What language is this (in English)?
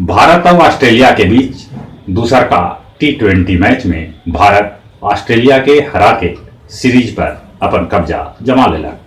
Magahi